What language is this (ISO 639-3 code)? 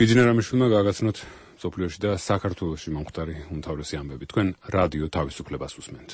kat